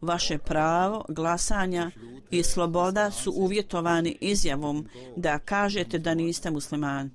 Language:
Bosnian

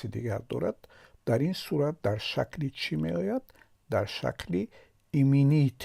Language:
Tajik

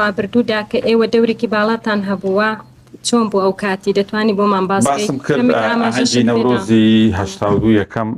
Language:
Central Kurdish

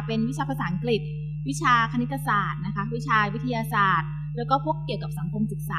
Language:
Thai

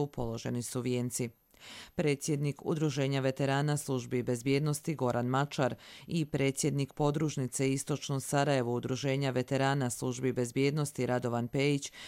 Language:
Croatian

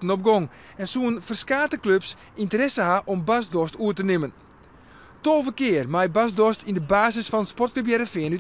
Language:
Western Frisian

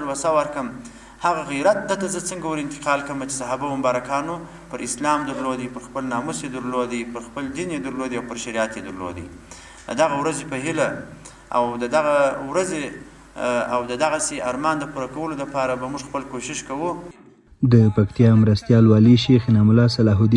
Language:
Pashto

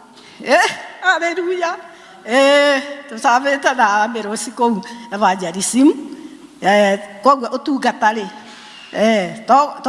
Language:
Kikuyu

